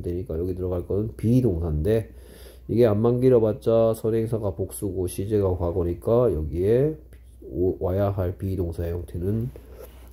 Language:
Korean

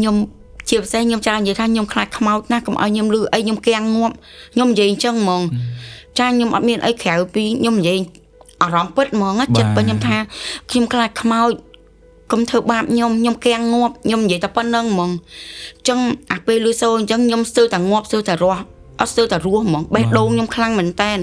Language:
Khmer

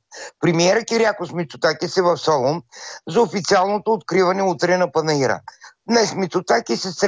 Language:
Bulgarian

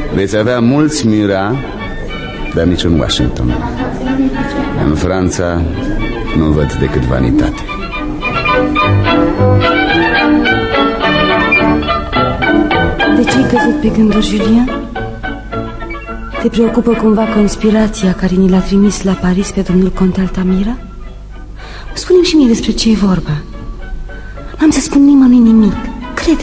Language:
Romanian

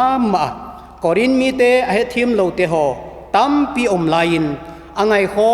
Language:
Vaiphei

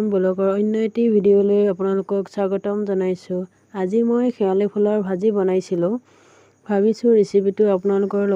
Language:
Assamese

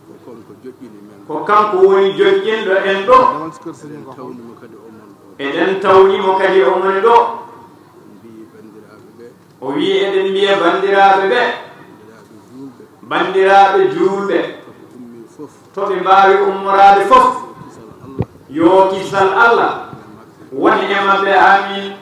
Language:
Fula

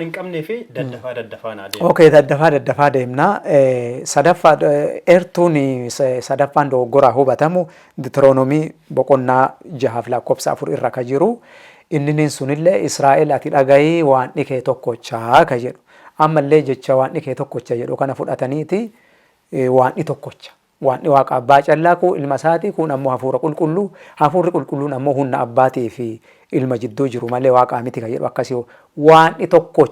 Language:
Oromo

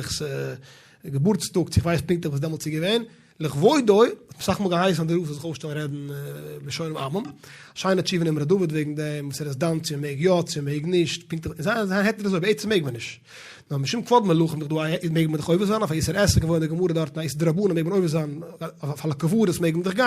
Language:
Yiddish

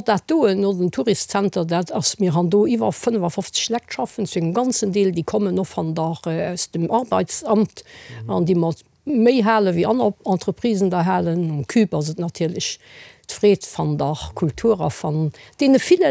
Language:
Luxembourgish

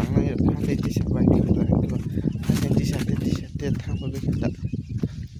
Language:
Kok Borok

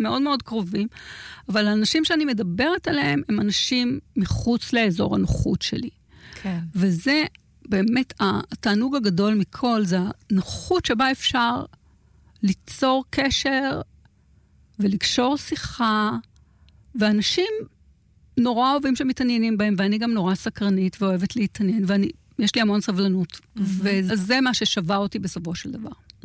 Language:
Hebrew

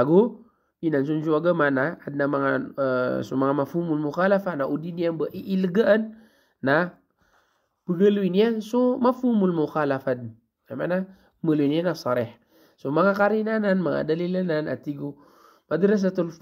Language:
Maranao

